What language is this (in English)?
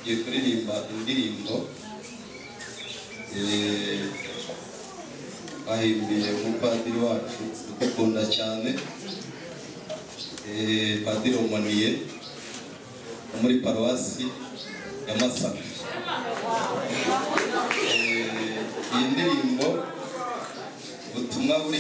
Kinyarwanda